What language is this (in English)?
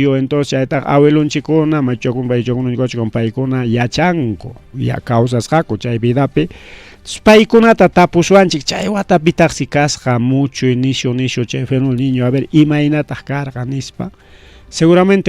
Ayacucho Quechua